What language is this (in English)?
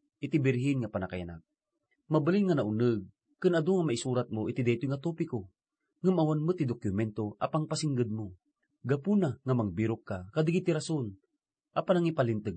Iloko